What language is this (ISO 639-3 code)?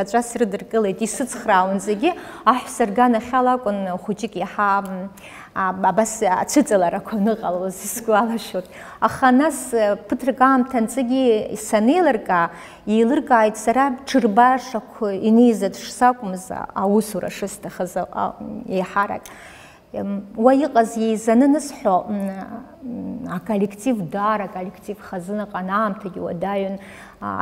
abk